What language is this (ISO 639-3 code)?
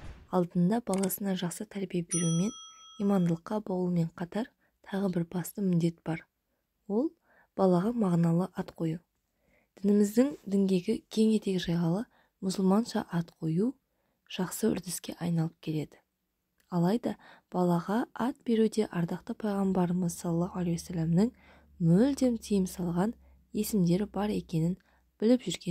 kaz